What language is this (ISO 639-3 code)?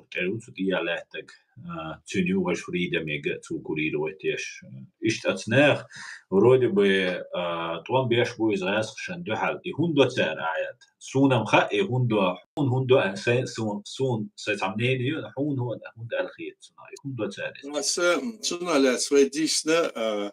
che